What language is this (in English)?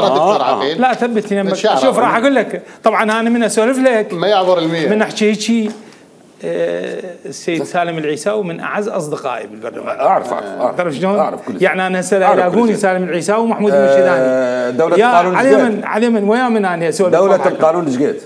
Mesopotamian Arabic